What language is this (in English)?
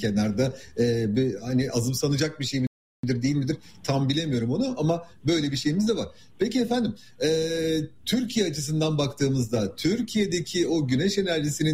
Turkish